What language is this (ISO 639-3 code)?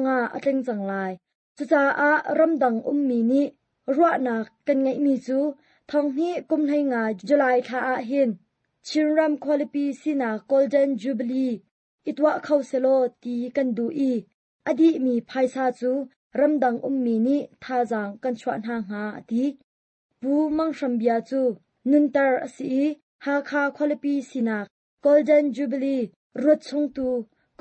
cnh